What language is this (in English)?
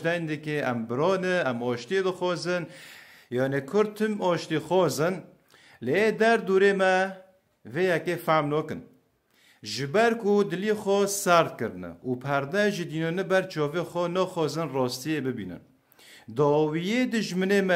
Kurdish